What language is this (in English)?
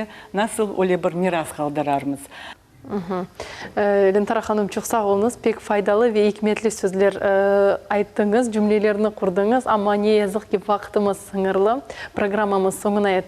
Crimean Tatar